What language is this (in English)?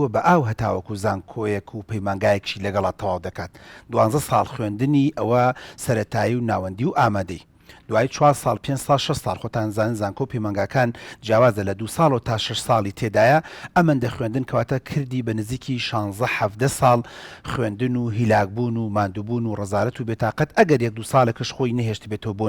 Central Kurdish